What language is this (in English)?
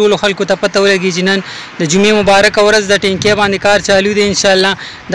Pashto